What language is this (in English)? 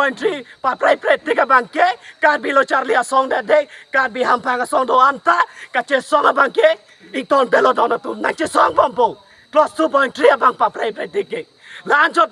Karbi